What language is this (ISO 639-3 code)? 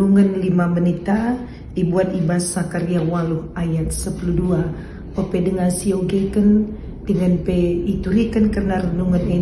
btx